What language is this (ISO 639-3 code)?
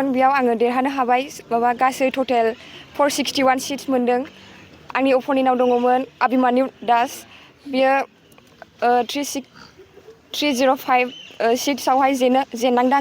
brx